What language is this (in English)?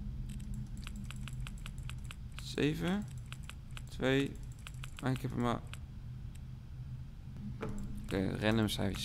Dutch